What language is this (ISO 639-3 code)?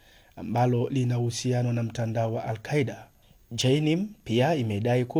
swa